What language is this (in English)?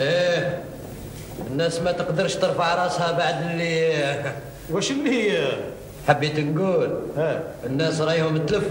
Algerian Arabic